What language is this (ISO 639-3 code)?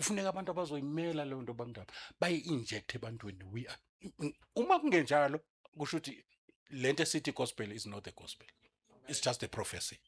zul